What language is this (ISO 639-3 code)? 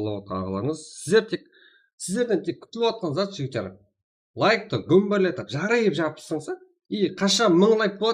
kaa